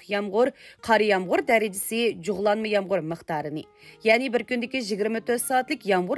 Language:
Uyghur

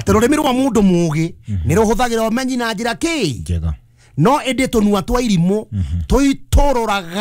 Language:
Kikuyu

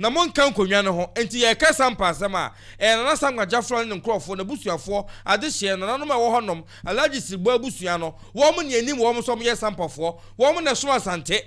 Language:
Akan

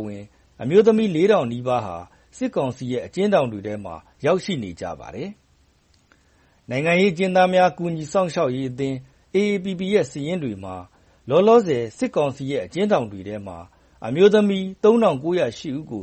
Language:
Burmese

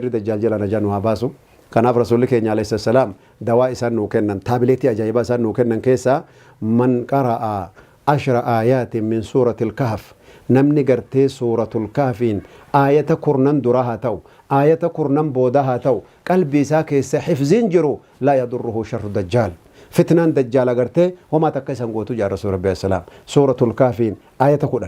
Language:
Oromo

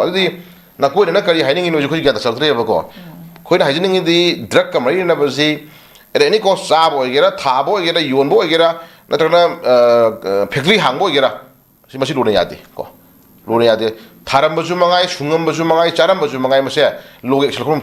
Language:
Manipuri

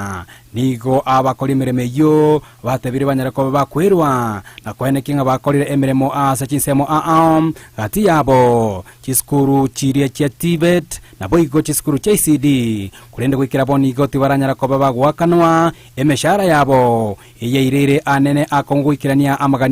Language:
Gusii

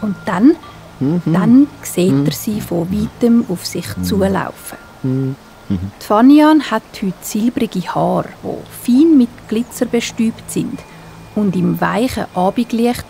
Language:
Swiss German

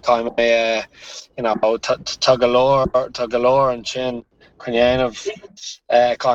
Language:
Irish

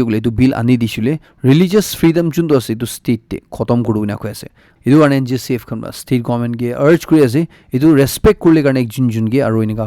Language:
Naga Pidgin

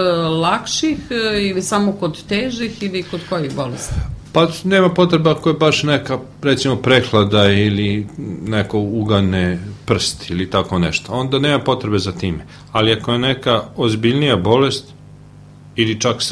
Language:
Serbian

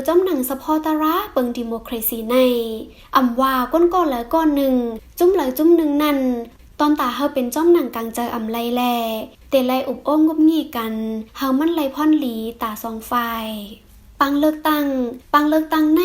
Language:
Shan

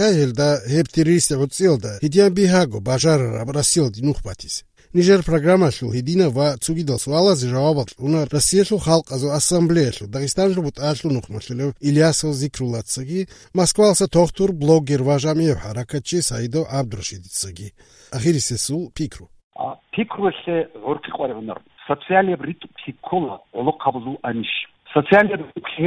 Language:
Avaric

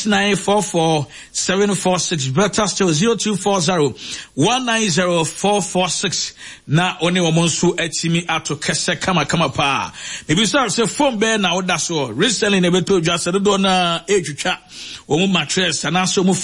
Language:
Akan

